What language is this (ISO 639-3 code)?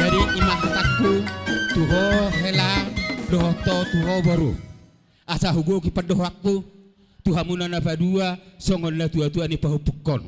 bbc